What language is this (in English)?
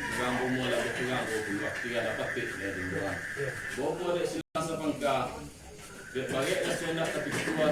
Minangkabau